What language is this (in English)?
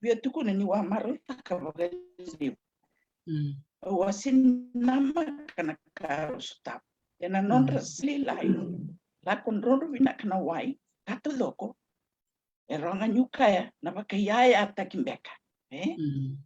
Fijian